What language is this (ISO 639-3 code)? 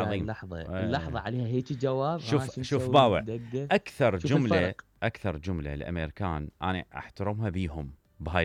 acm